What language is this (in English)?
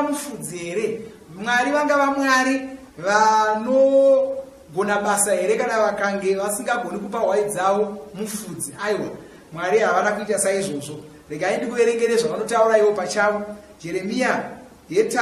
Shona